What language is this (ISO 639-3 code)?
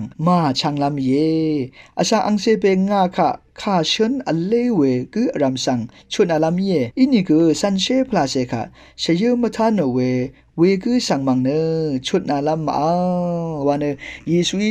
raw